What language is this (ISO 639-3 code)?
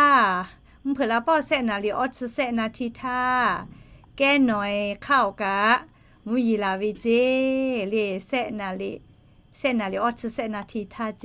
lhu